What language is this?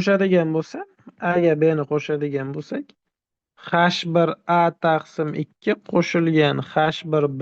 Uzbek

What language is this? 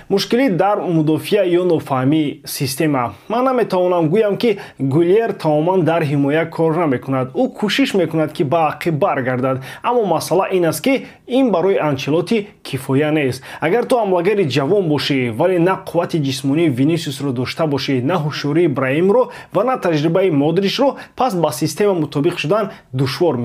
Tajik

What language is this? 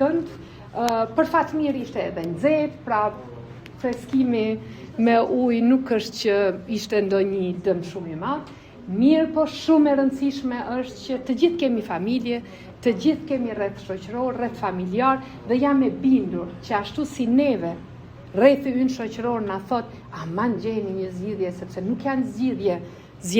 Albanian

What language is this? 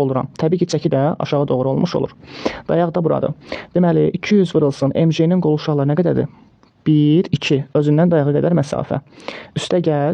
Azerbaijani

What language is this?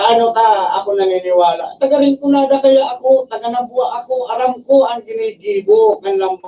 Bikol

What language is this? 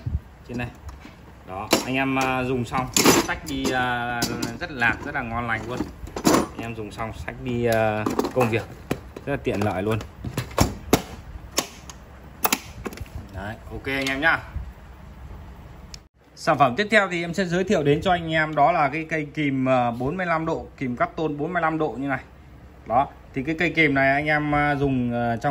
Vietnamese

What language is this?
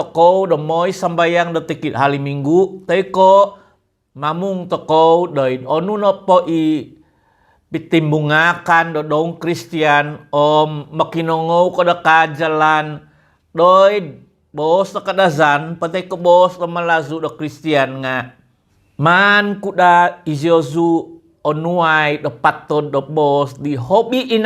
Central Dusun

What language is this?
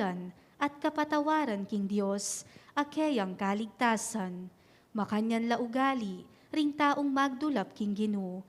Pampanga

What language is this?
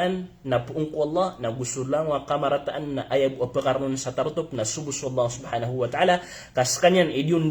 Maranao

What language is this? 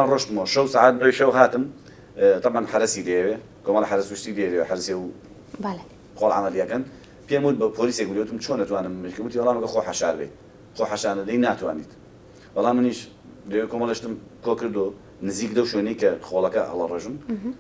Central Kurdish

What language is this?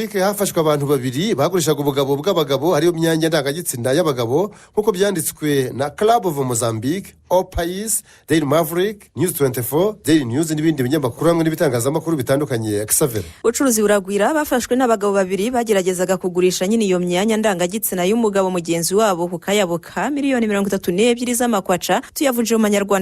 Kinyarwanda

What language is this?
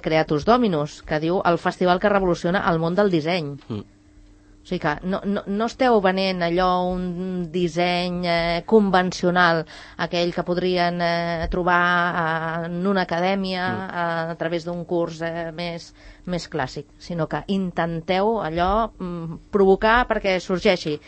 Catalan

